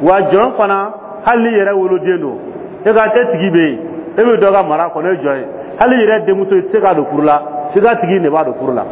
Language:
Dyula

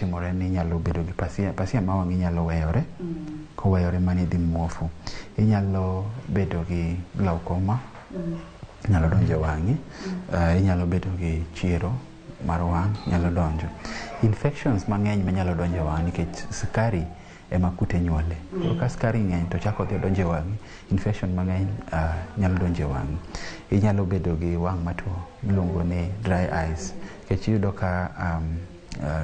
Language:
Luo (Kenya and Tanzania)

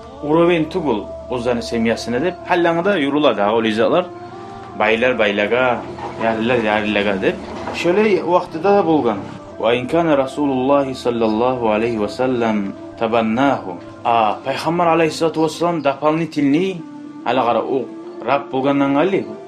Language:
Kumyk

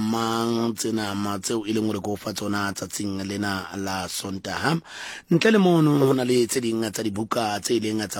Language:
Southern Sotho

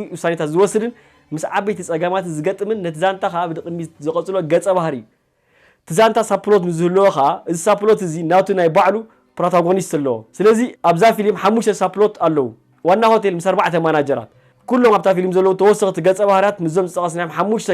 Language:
Tigrinya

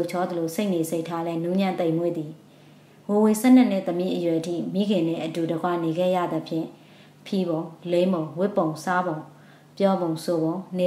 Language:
Burmese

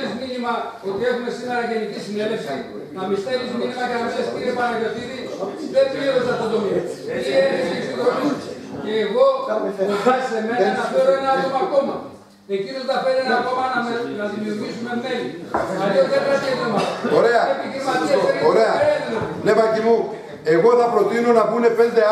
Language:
Greek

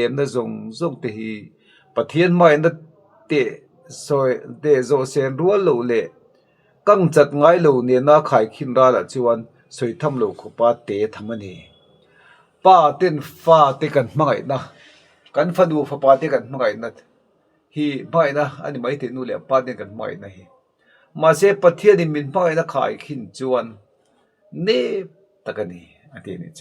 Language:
Mizo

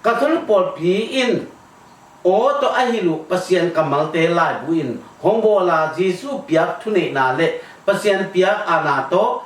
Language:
Tedim Chin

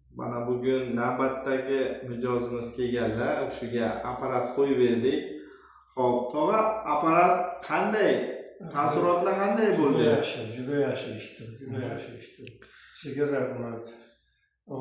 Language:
Uzbek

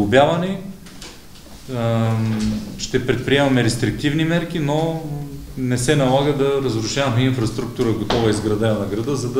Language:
Bulgarian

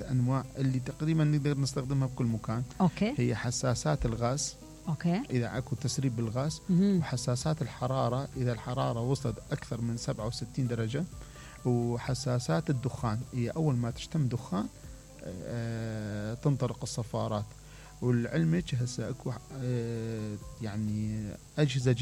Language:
Mesopotamian Arabic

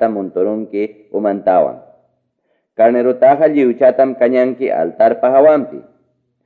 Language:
Ayacucho Quechua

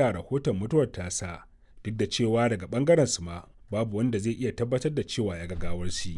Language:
Hausa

